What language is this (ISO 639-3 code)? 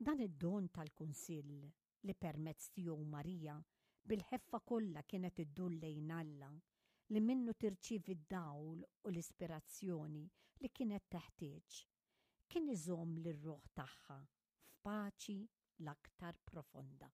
mlt